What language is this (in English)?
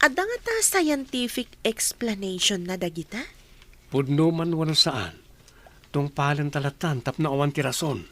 Iloko